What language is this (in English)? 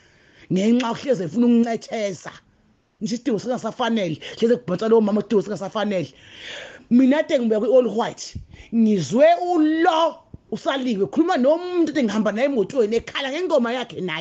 Zulu